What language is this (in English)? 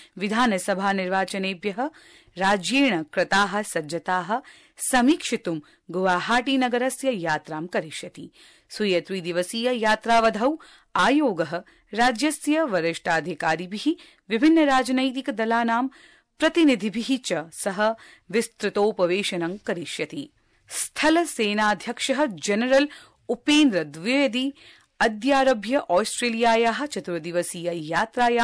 Sanskrit